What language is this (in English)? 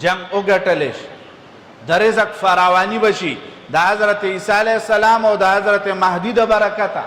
Pashto